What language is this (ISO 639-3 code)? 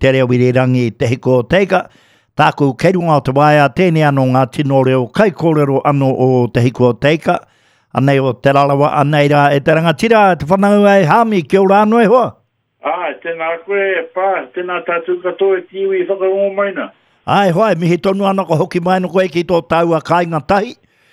mri